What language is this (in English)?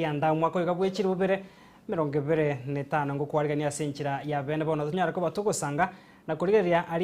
Gusii